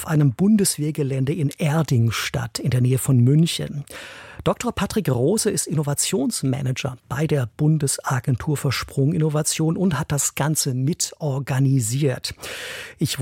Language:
German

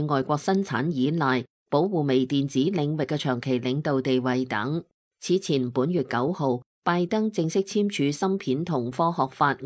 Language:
Cantonese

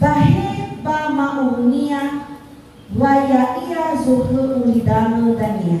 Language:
Nias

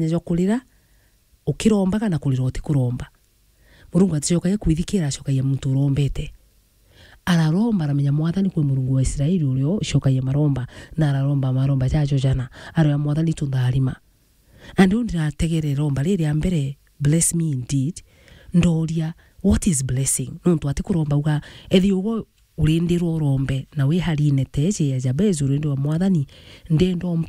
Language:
Meru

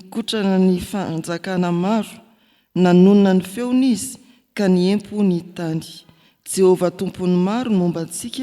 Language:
Malagasy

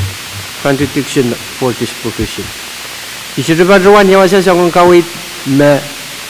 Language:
Pohnpeian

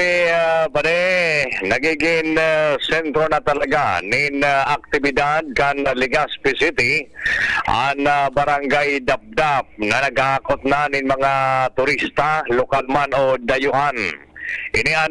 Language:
Bikol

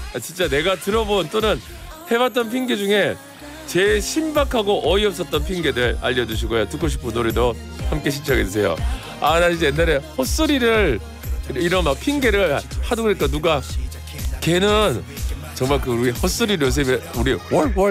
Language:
Korean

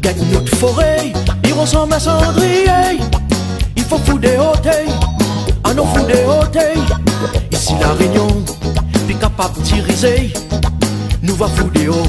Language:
Réunion Creole French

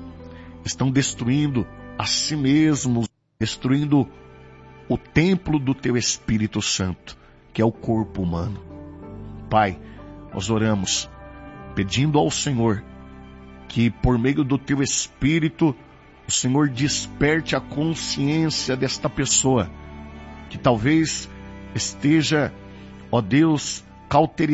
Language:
Portuguese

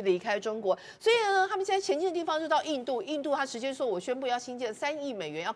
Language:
Chinese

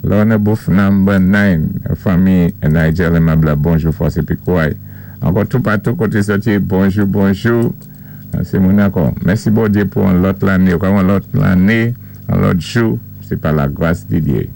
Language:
Saint Lucian Creole French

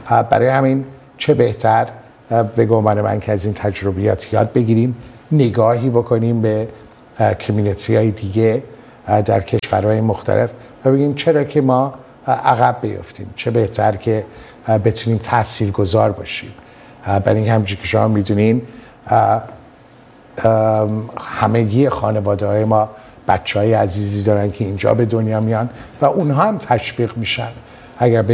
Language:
Persian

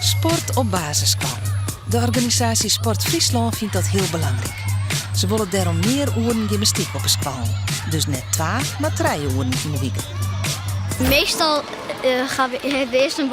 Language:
Western Frisian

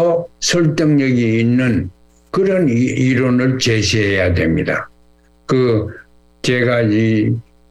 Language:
Korean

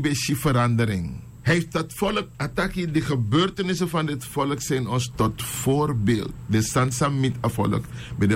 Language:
Sranan Tongo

